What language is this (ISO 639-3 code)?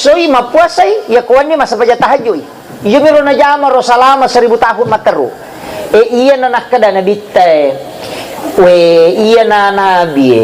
bug